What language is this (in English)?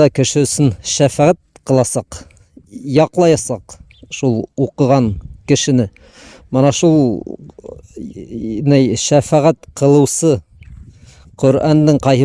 Bashkir